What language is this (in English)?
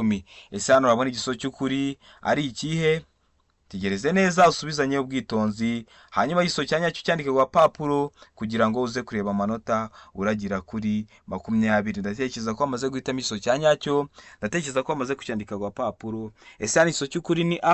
Kinyarwanda